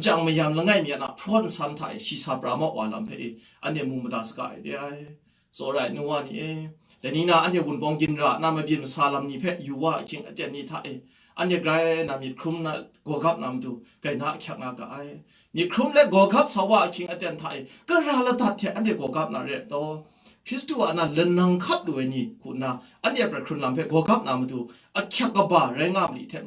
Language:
Kachin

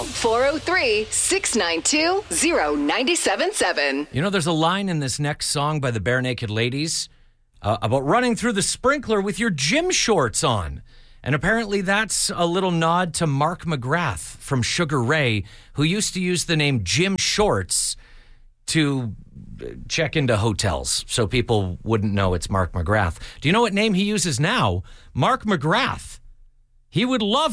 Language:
English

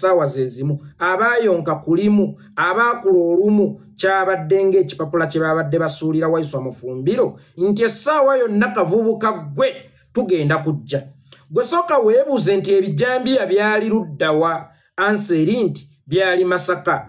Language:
Ganda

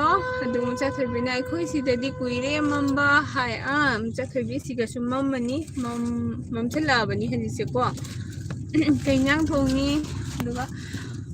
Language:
Manipuri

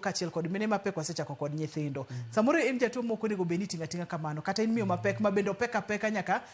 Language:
Luo (Kenya and Tanzania)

